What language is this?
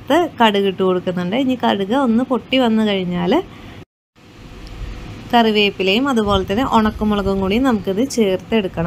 Malayalam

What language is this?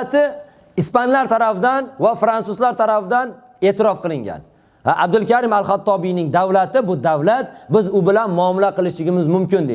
Uzbek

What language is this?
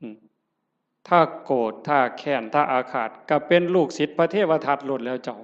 Northeastern Thai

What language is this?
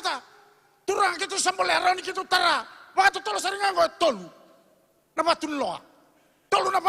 Fijian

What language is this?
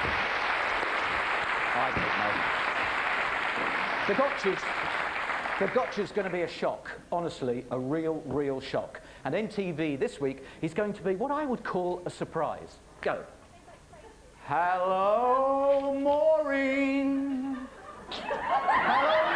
English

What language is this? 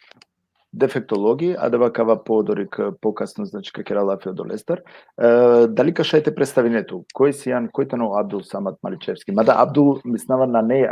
Balkan Romani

